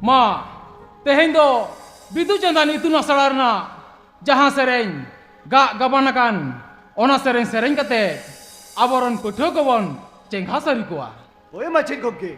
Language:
Santali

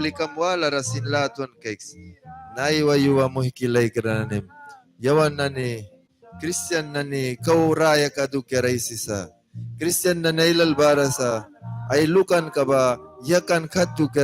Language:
Mískito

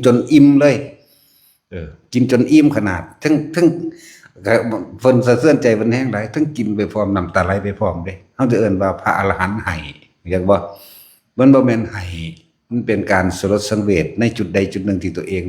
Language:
Northeastern Thai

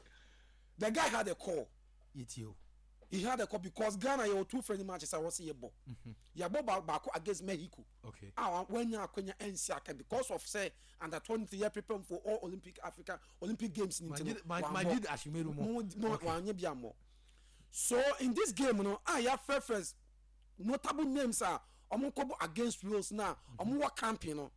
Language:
Akan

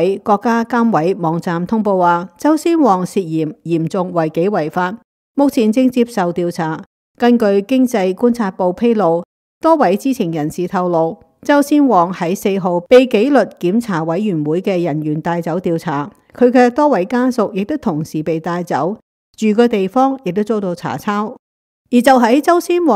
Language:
Cantonese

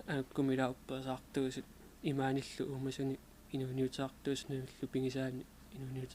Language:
Kalaallisut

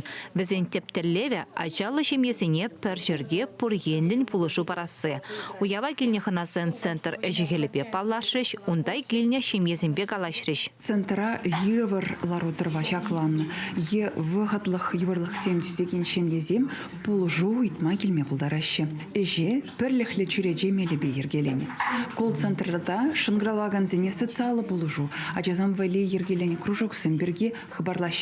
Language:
Chuvash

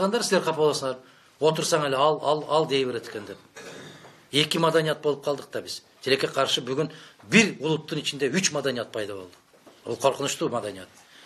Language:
Kyrgyz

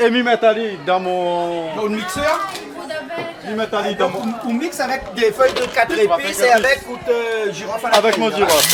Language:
Réunion Creole French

